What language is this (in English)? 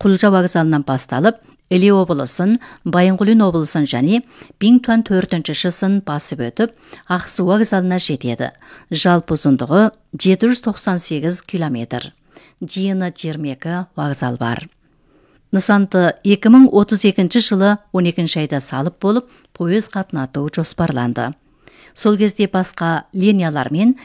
Kazakh